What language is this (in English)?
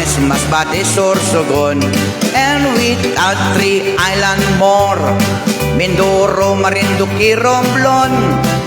Pampanga